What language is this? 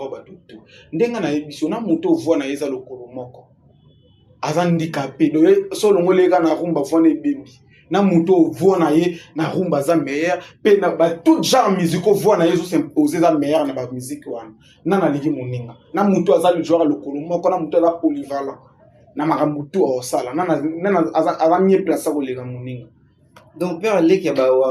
Lingala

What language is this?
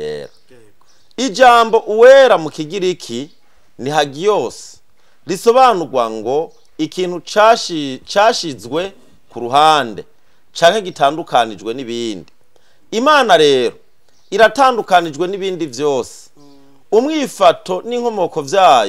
Rundi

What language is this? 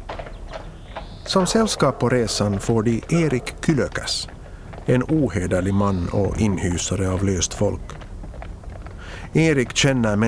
Swedish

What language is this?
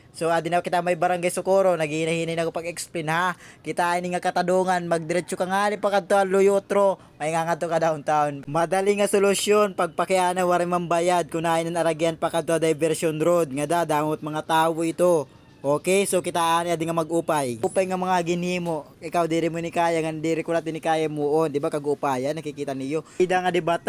Waray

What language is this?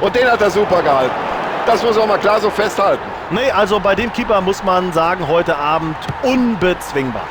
Bavarian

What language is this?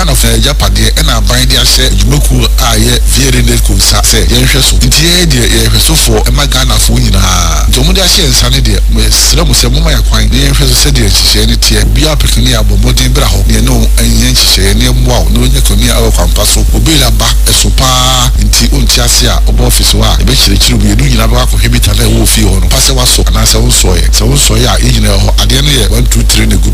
Akan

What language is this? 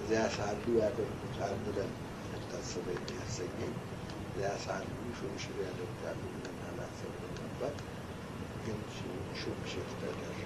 Amharic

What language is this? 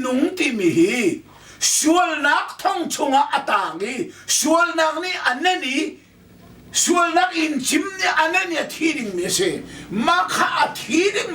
Hakha Chin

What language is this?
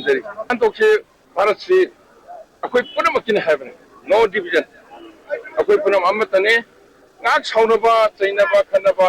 Manipuri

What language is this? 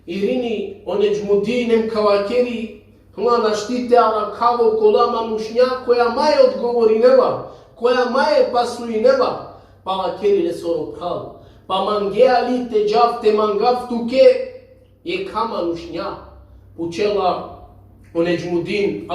Balkan Romani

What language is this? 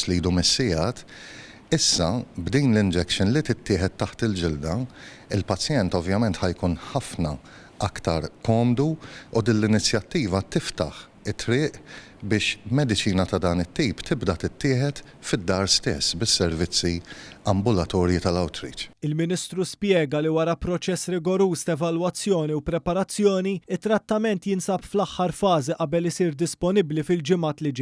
Maltese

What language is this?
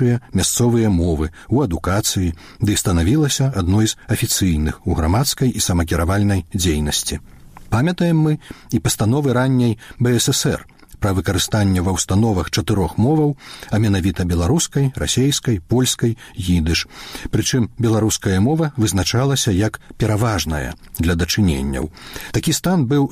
Belarusian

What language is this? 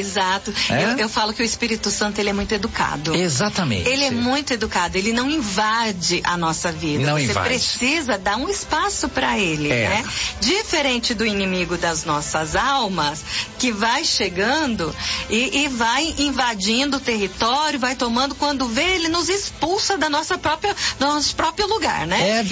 Portuguese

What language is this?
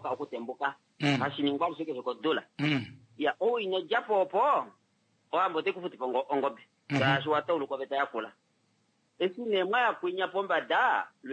Kuanyama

